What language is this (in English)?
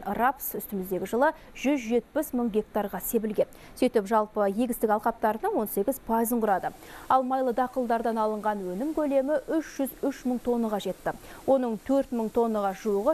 Kazakh